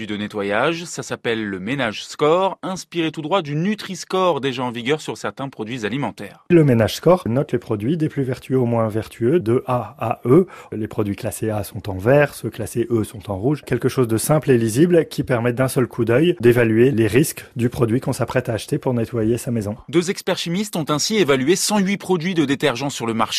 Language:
French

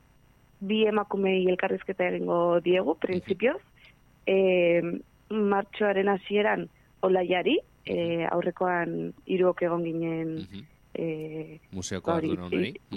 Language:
Basque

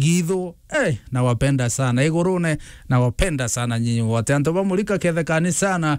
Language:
Meru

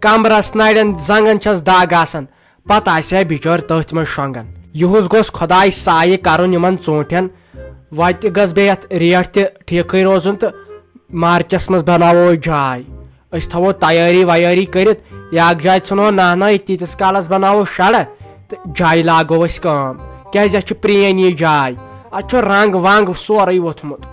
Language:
Kashmiri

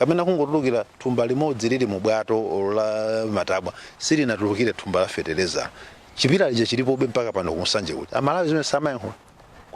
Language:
Nyanja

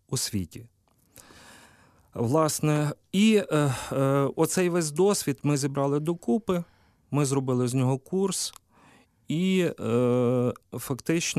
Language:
Ukrainian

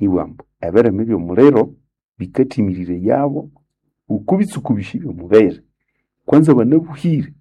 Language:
Nande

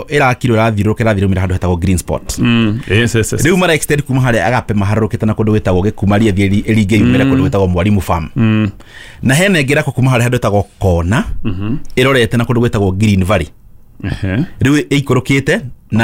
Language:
Kikuyu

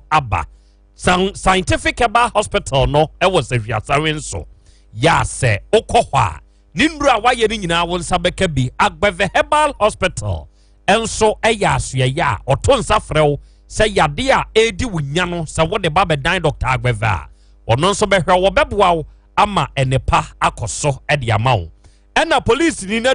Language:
Akan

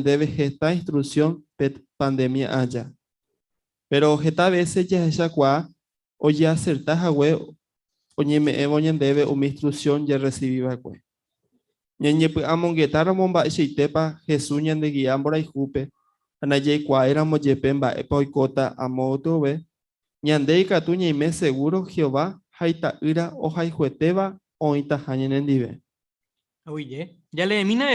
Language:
Guarani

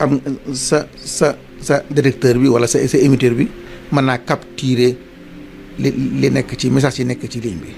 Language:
Wolof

